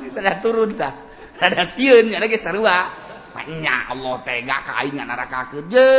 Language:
Sundanese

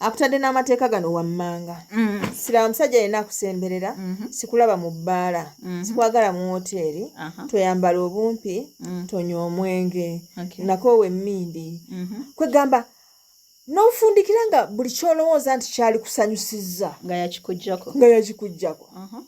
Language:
Ganda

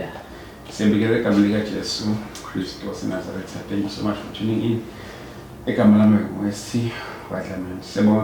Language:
Zulu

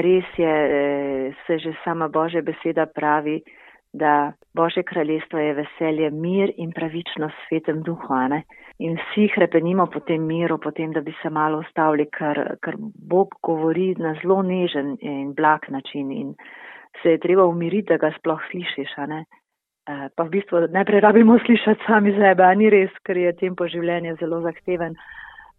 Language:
Slovenian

